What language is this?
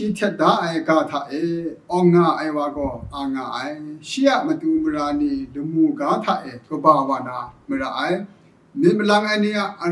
Kachin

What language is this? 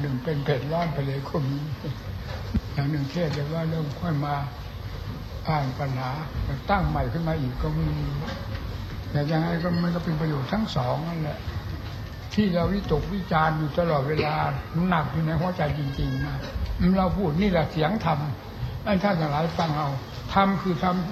Thai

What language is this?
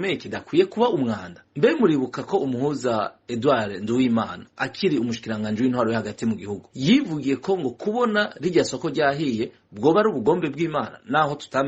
Rundi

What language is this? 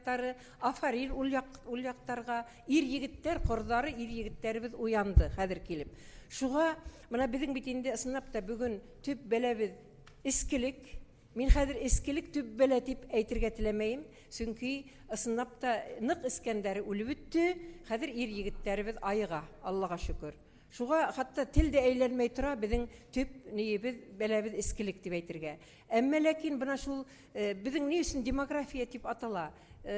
Bashkir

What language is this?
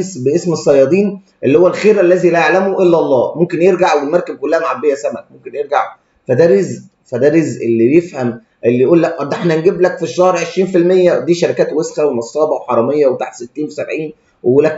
Egyptian Arabic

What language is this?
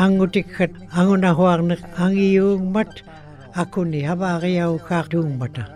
Western Canadian Inuktitut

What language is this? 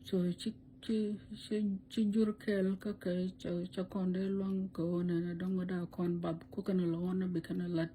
Nuer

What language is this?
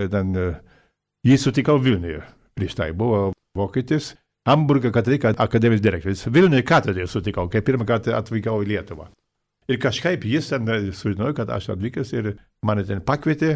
Lithuanian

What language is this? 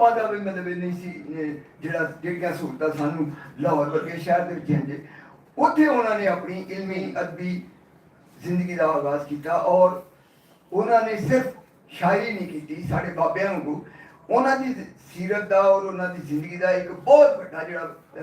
Western Panjabi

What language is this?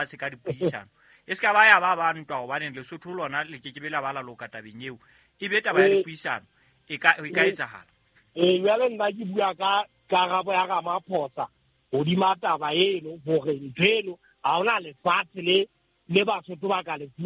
Southern Sotho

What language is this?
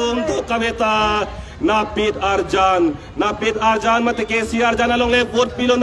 Karbi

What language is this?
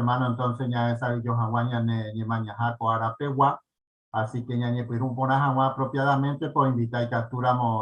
Guarani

